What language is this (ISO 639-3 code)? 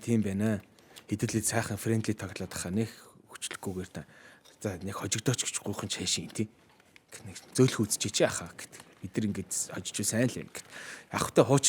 mon